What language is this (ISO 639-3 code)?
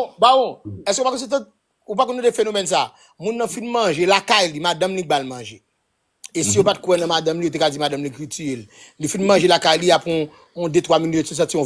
hat